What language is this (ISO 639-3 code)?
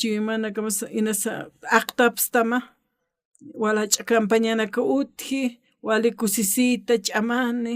aym